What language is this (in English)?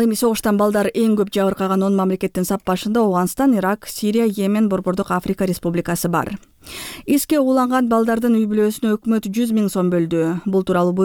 Kyrgyz